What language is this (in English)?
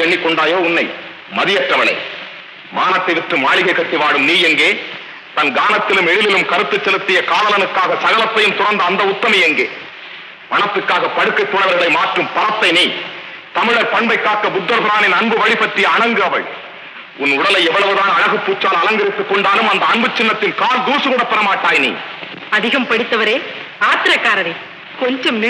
Tamil